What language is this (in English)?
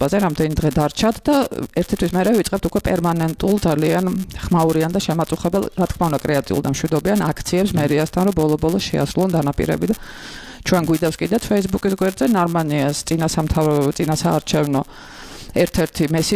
Georgian